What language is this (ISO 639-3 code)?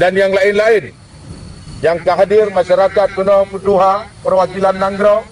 ace